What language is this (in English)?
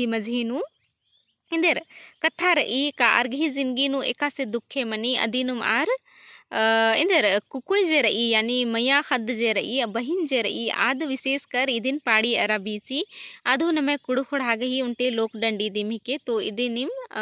Kurukh